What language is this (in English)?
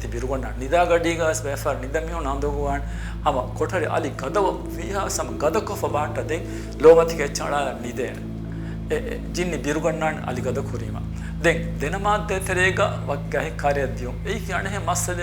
Divehi